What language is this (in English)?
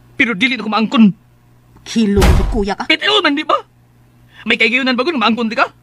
Cebuano